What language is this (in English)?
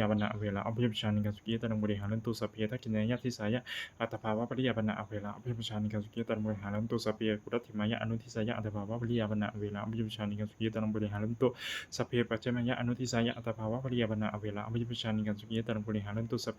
Pali